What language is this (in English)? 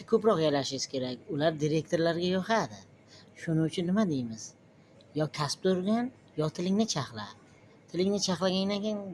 Uzbek